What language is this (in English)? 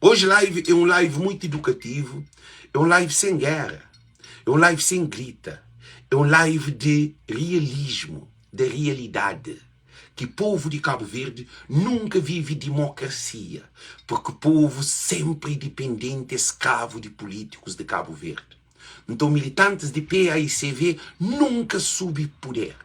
Kabuverdianu